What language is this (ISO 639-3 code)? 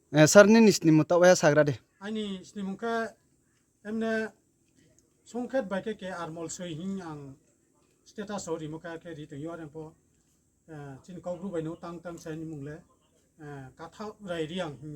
ria